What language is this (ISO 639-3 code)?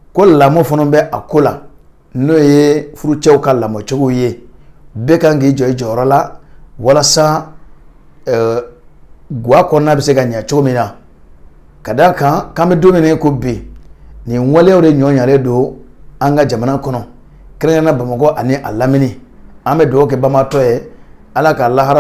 bam